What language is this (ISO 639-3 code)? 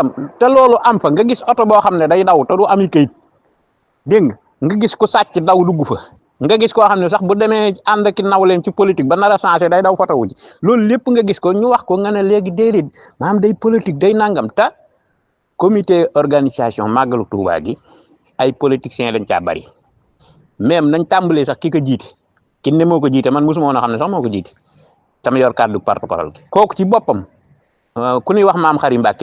wol